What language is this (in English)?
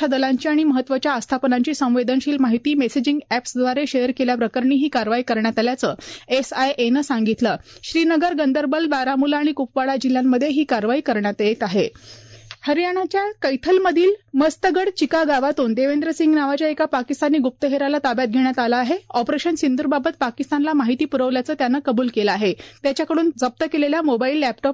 Marathi